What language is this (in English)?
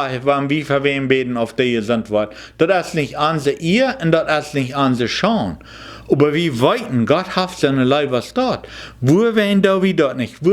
Plautdietsch